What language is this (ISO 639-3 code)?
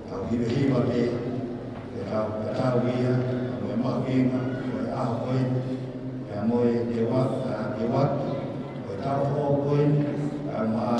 ton